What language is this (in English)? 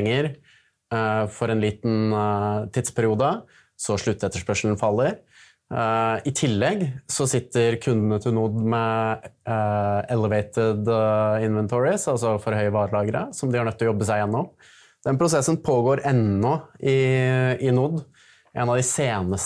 Norwegian